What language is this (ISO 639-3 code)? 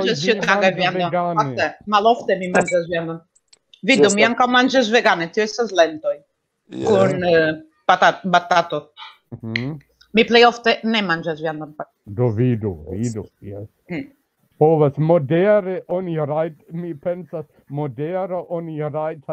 epo